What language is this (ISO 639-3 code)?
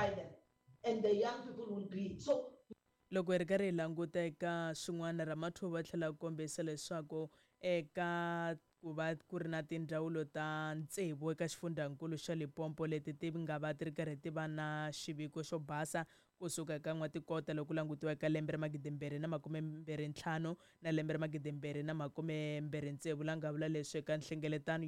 tso